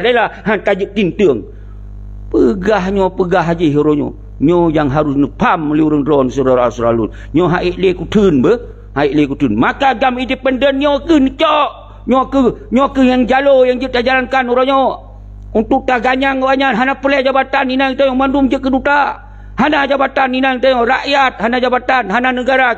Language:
Achinese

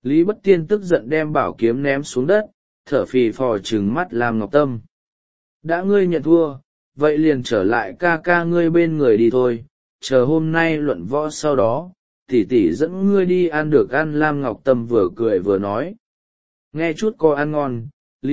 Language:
Vietnamese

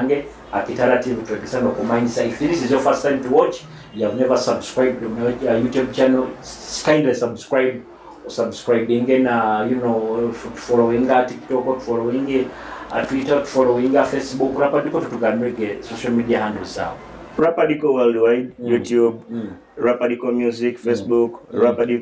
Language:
Nyoro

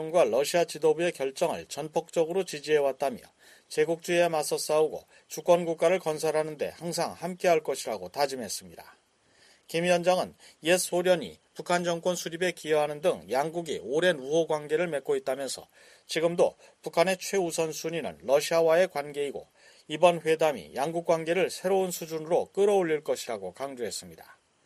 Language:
Korean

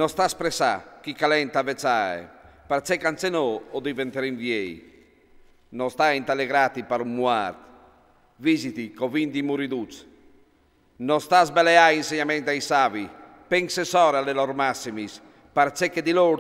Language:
Friulian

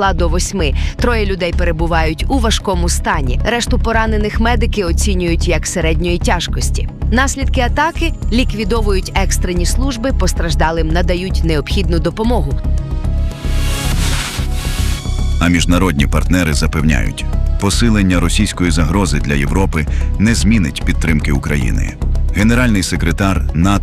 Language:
Ukrainian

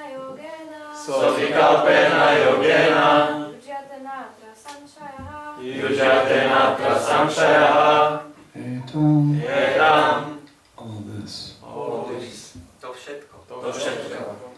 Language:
Slovak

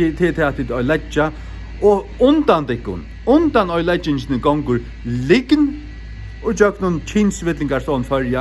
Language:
Faroese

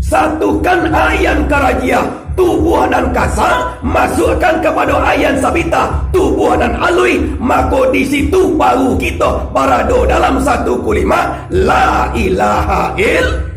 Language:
Minangkabau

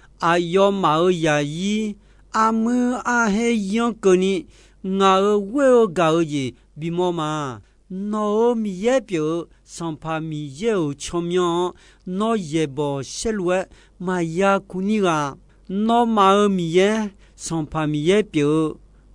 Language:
Akha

